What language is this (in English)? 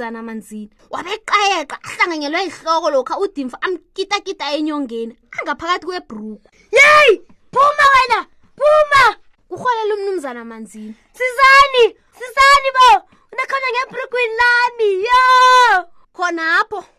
South Ndebele